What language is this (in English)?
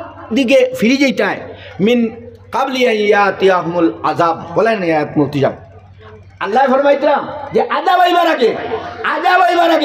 Sylheti